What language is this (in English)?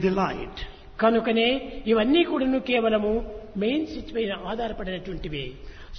Telugu